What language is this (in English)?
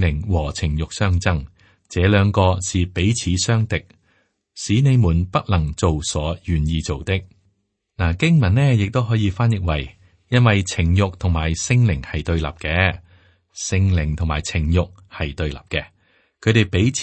Cantonese